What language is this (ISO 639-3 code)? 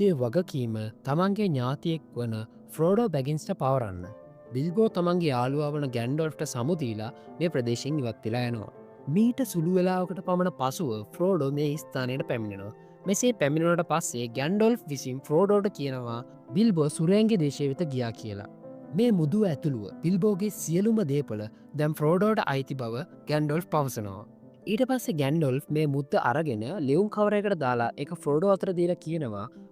sin